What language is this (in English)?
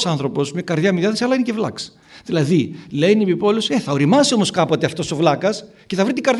Greek